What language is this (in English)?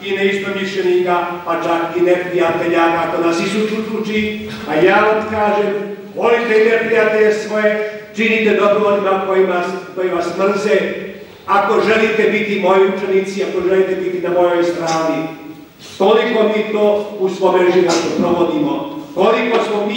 Croatian